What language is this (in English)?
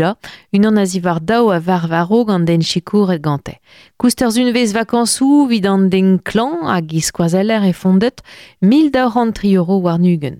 Breton